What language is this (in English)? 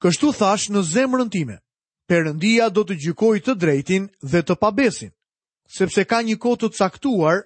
Albanian